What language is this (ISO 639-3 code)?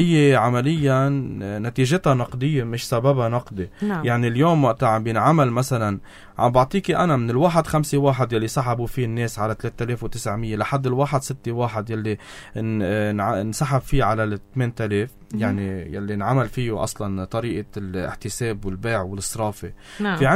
apc